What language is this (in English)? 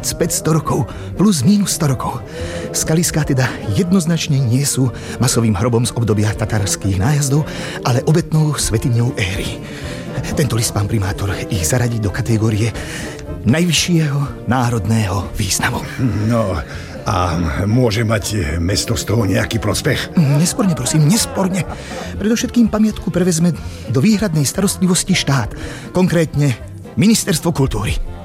Slovak